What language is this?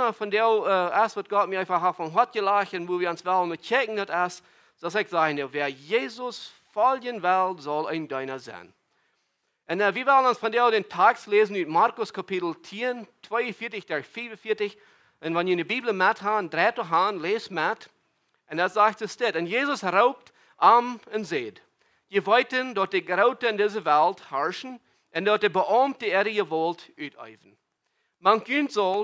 Plautdietsch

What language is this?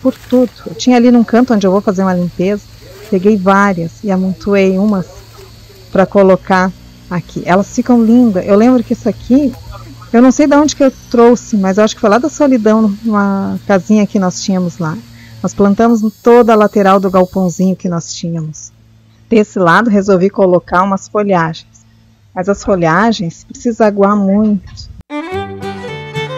Portuguese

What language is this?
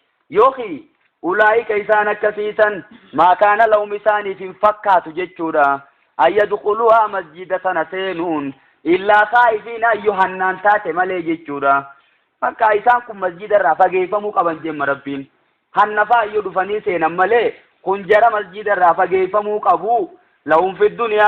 Oromo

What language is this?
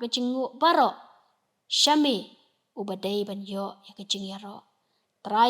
Khasi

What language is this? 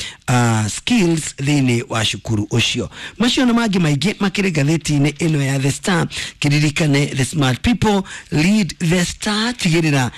Kikuyu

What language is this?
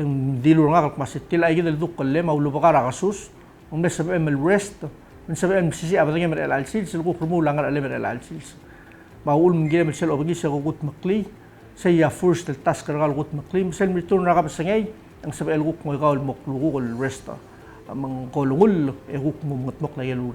Palauan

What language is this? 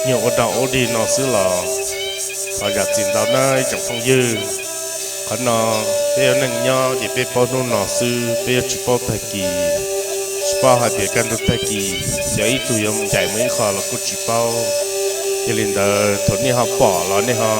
Hmong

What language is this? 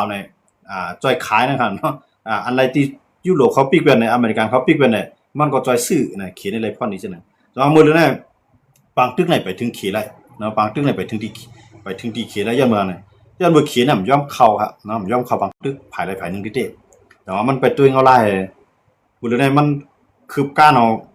Shan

